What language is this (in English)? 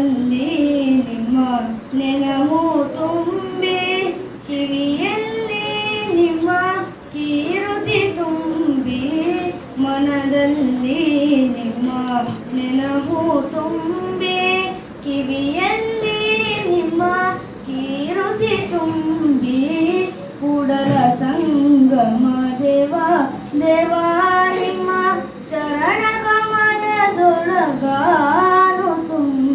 Kannada